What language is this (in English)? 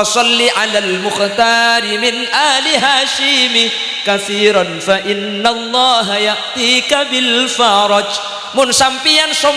Madurese